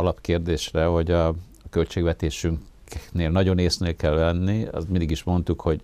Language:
Hungarian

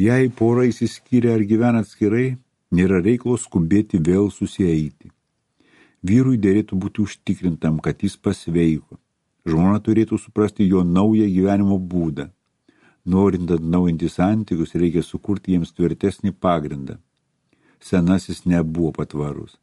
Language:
Lithuanian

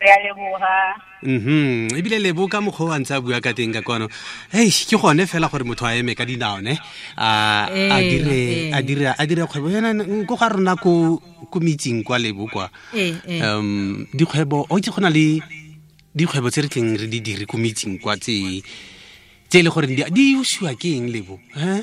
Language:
Tswana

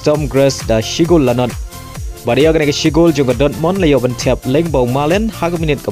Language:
Khasi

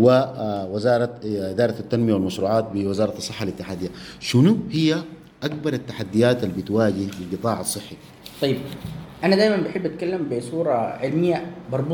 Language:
Sudanese Arabic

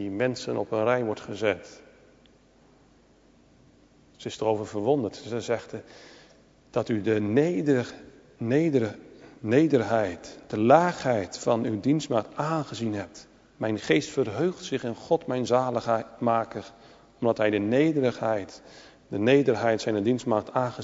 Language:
Dutch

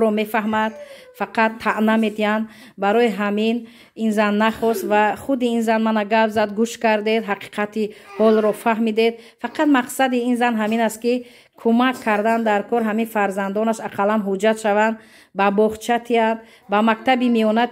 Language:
Tajik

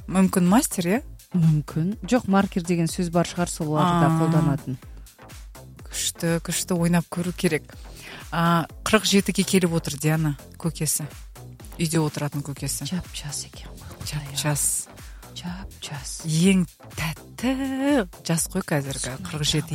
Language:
Kazakh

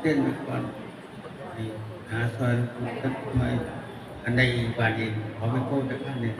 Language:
Northeastern Thai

